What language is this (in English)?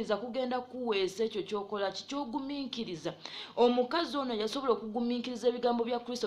Ganda